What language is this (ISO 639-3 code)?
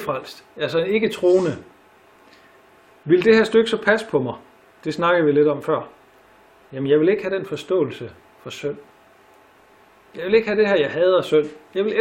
dan